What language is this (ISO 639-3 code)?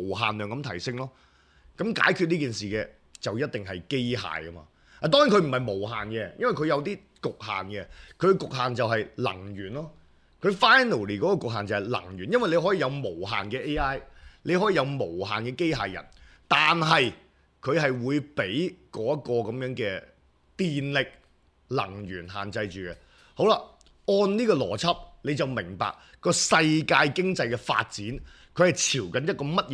yue